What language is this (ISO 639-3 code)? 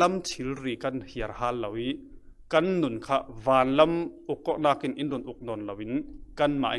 cfm